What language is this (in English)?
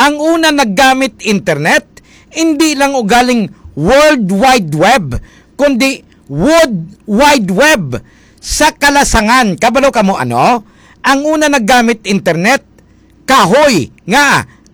Hiligaynon